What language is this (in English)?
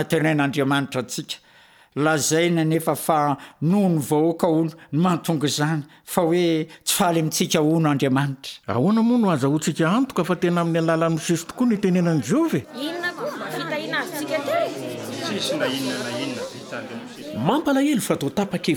Malagasy